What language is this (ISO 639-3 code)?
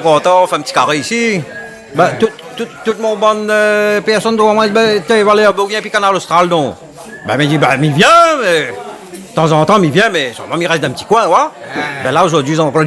rcf